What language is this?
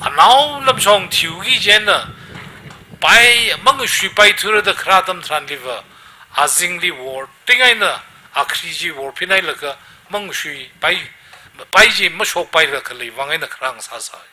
Tangkhul Naga (India)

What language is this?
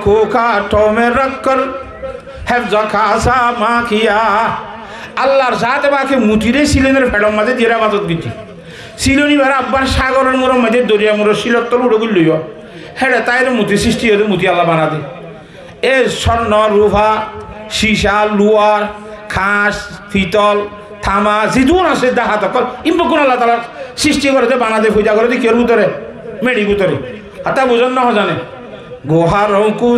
Rohingya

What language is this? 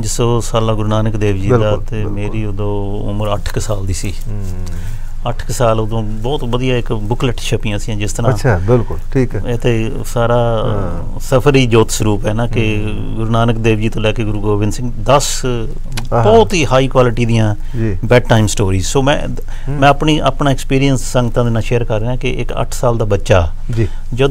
Punjabi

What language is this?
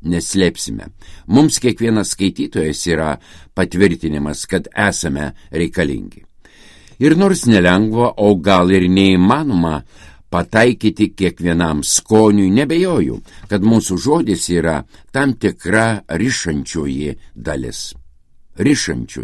Lithuanian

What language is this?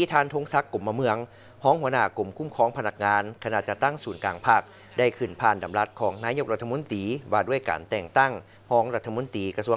Lao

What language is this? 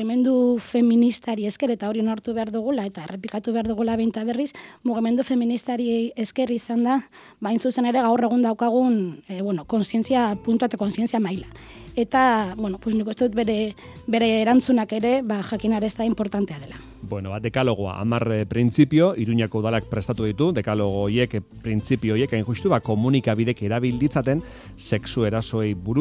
Basque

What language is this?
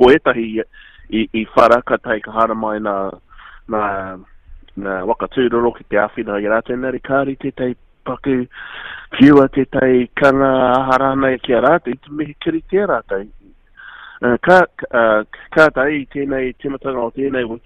Māori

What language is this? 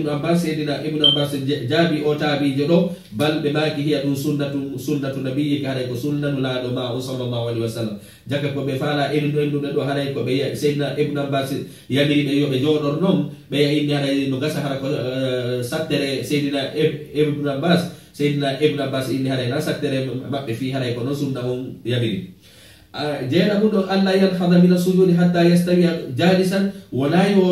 Fula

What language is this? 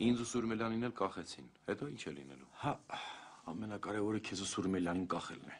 Armenian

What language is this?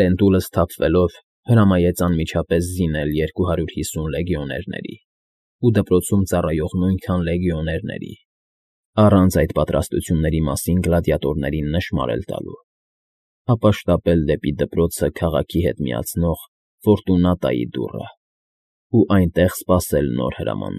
Armenian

